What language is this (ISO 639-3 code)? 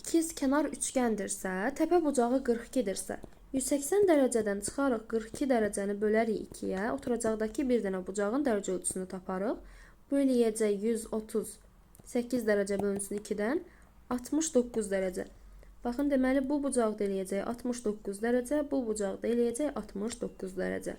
aze